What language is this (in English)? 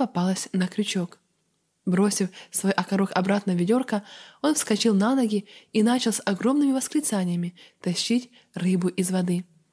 Russian